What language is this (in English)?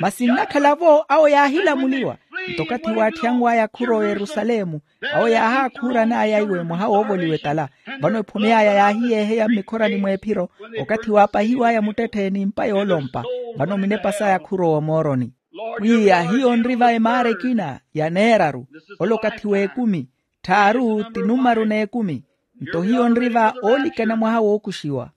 Makhuwa